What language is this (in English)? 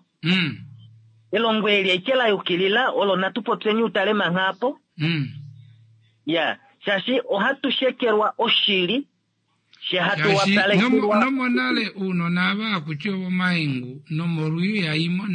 Kuanyama